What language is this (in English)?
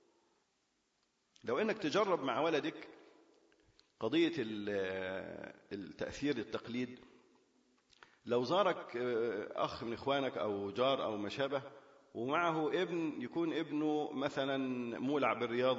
Arabic